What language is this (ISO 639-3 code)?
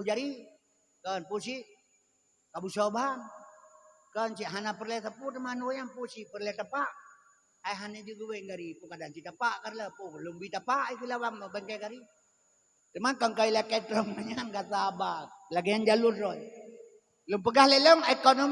ace